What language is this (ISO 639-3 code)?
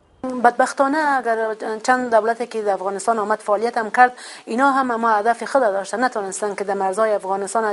fas